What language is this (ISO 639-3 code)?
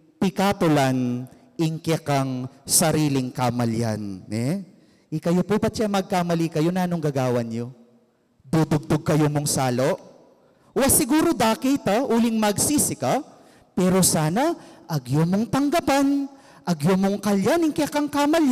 pam